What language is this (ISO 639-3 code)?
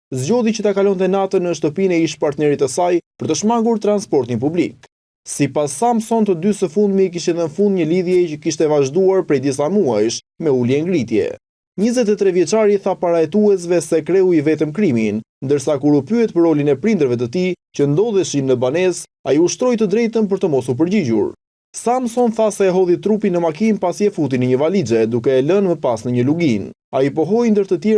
sqi